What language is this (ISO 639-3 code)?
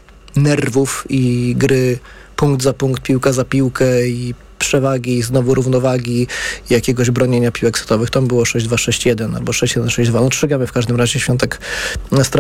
pol